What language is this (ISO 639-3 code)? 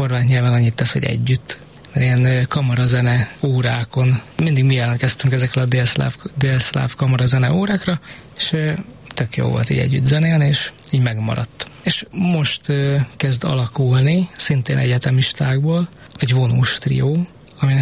hun